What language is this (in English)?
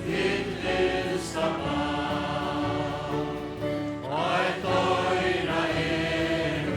Faroese